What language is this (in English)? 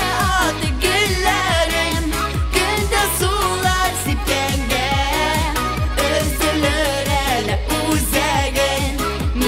Tatar